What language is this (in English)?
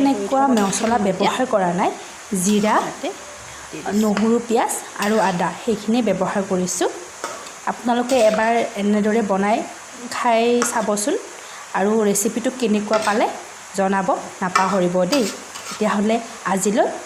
Assamese